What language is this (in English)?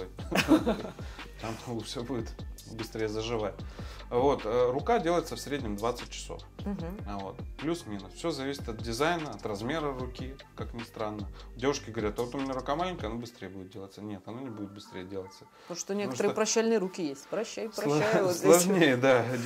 Russian